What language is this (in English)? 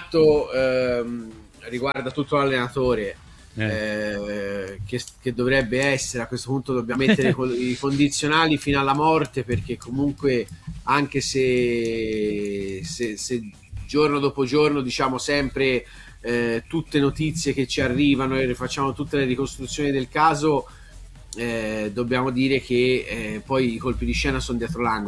Italian